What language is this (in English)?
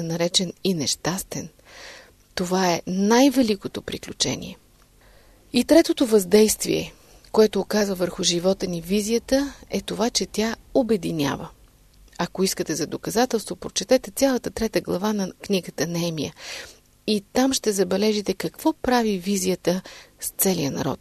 Bulgarian